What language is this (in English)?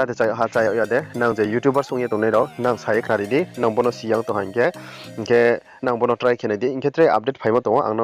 Riang (India)